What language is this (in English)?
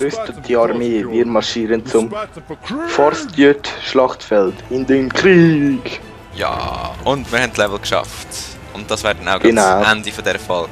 Swiss German